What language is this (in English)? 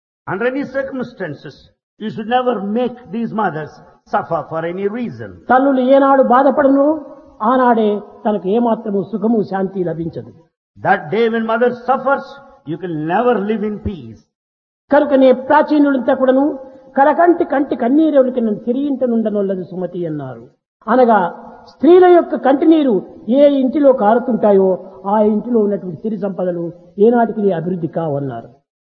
Telugu